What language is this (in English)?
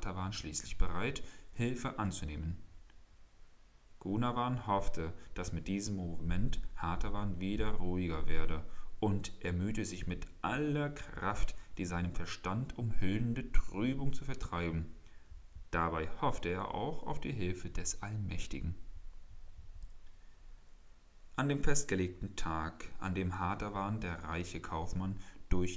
German